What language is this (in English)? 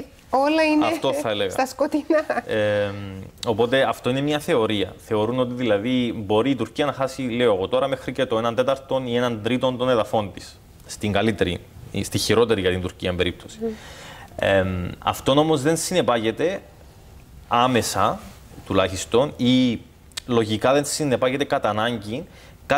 Greek